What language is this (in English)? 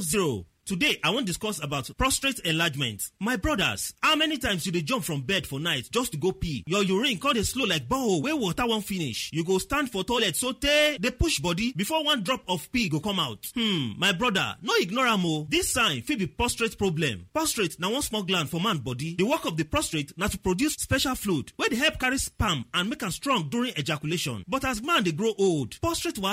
Nigerian Pidgin